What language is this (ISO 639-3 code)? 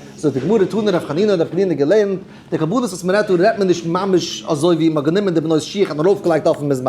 yid